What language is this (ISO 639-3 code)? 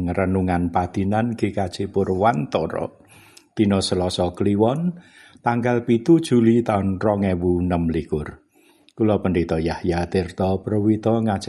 jav